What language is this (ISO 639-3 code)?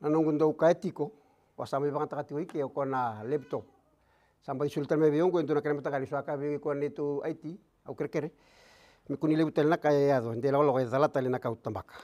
fij